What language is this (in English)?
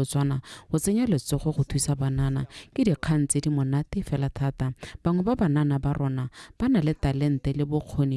Tswana